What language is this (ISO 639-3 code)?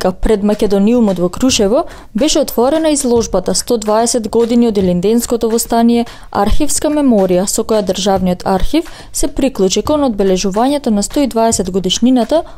mkd